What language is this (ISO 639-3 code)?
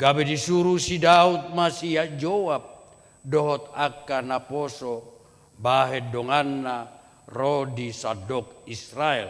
bbc